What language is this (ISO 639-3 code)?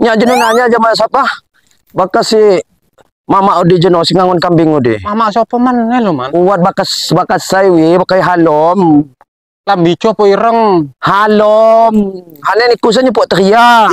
ljp